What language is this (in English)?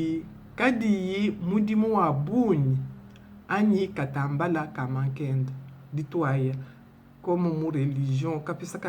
Luba-Lulua